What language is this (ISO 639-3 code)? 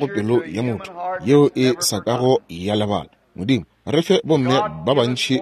nso